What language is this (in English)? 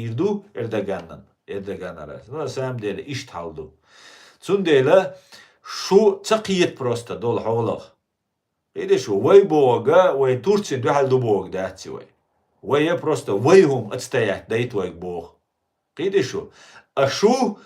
Chechen